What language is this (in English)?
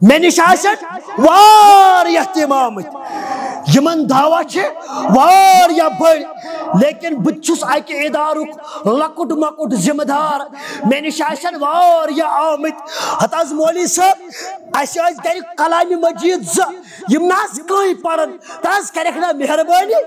Kashmiri